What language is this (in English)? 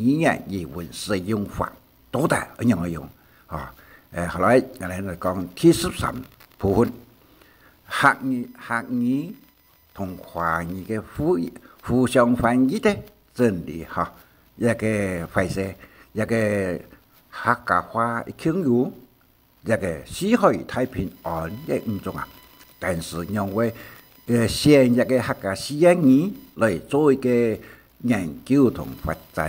Hakka Chinese